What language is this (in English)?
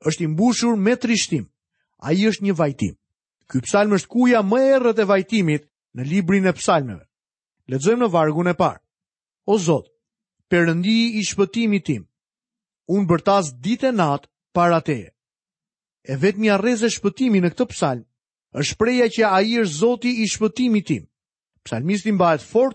Albanian